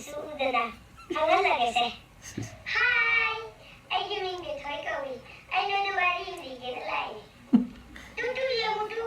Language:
Manipuri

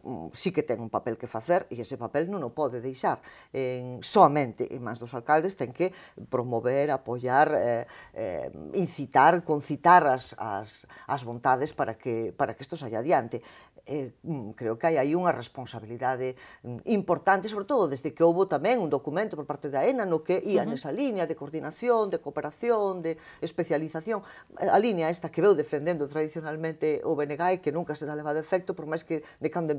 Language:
Galician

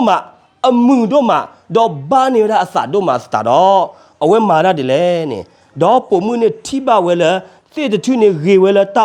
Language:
S'gaw Karen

